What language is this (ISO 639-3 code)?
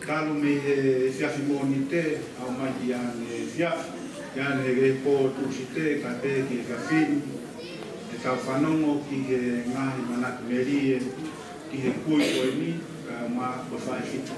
ton